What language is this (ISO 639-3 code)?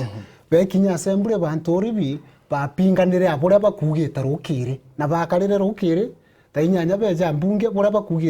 mer